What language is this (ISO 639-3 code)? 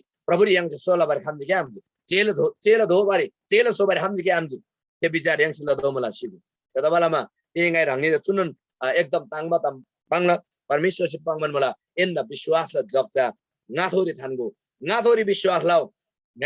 taj